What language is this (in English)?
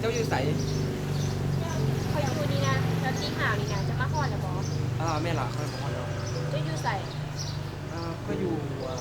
Lao